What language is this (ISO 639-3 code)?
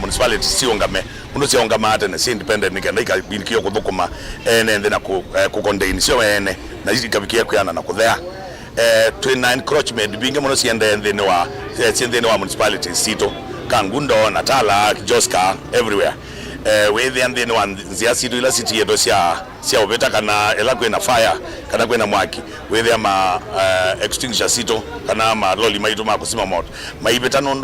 kam